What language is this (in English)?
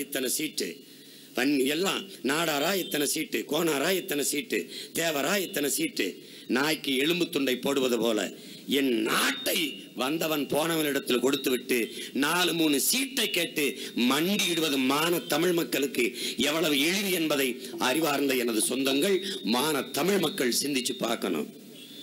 Tamil